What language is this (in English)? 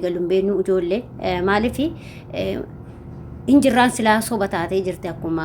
Oromo